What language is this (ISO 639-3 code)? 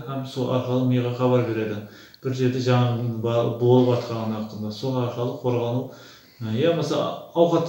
kaa